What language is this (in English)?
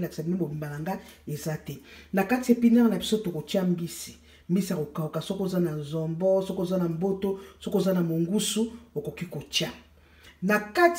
Lingala